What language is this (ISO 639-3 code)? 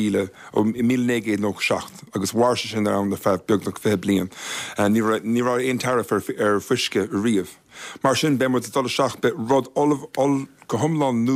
gle